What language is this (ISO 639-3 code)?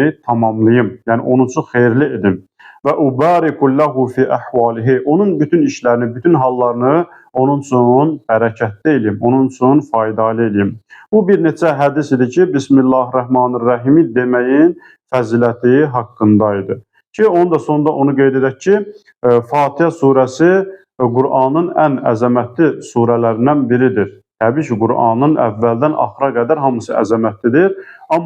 aze